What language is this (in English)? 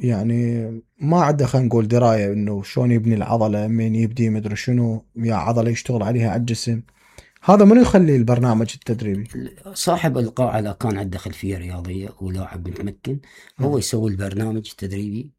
Mesopotamian Arabic